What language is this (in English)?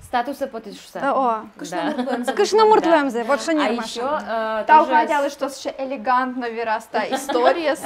Udmurt